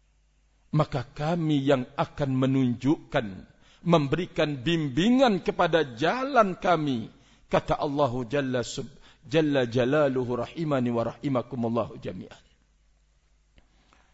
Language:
Indonesian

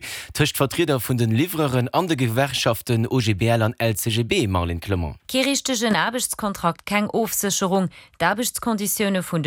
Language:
Luxembourgish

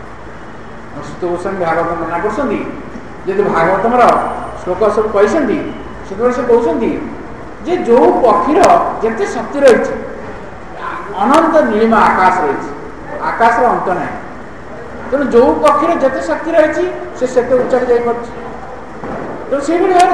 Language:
Odia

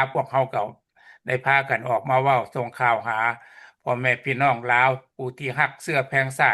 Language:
Lao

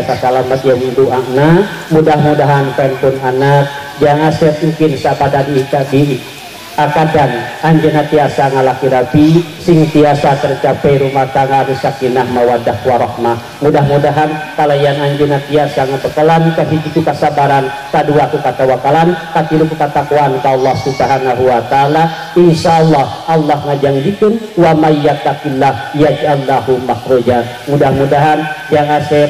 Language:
Sundanese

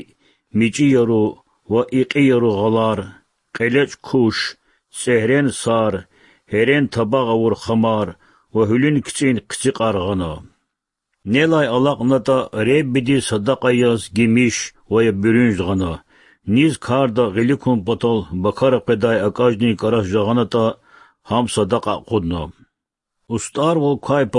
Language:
Lezghian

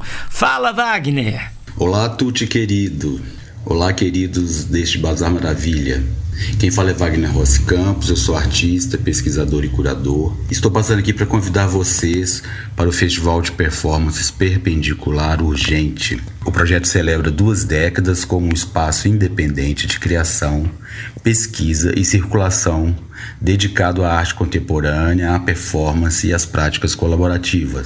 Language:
Portuguese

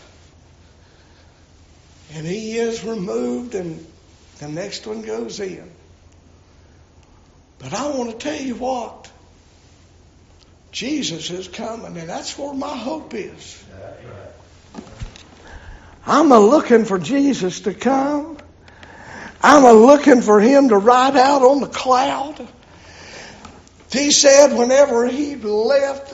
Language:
English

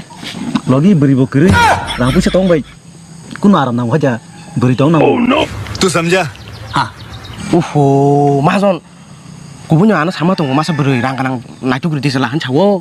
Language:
Kok Borok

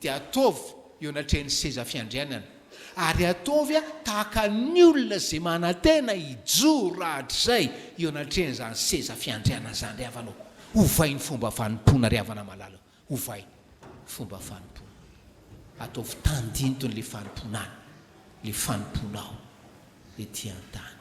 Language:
Malagasy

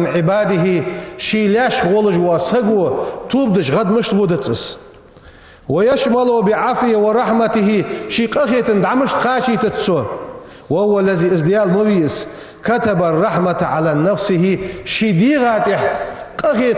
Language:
Ingush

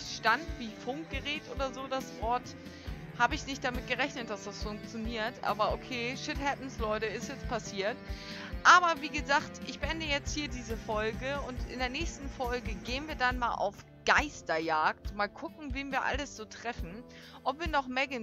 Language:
German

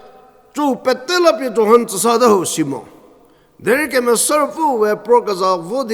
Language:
Angami Naga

